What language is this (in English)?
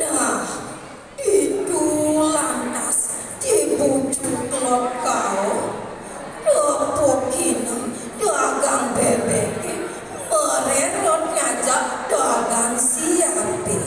Balinese